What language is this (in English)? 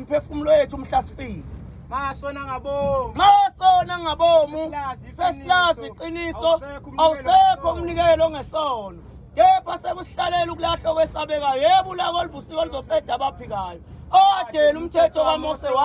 Zulu